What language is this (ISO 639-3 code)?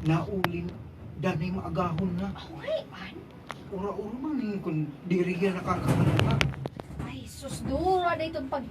war